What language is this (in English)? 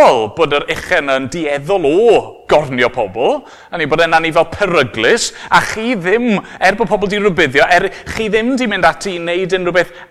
Welsh